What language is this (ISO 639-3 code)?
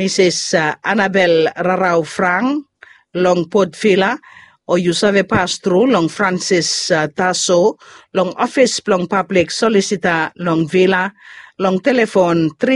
bis